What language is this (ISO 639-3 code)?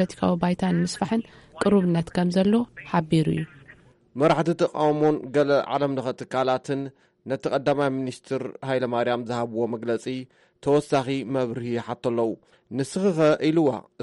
tir